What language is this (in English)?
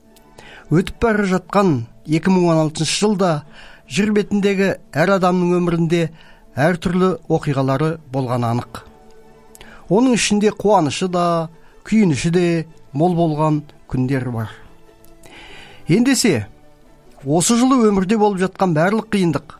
Kazakh